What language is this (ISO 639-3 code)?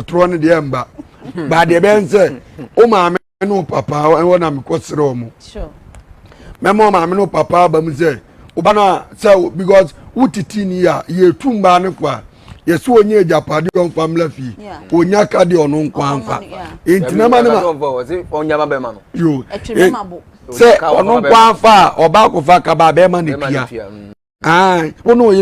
aka